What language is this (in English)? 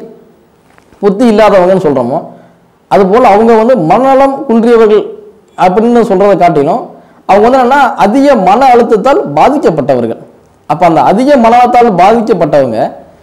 Tamil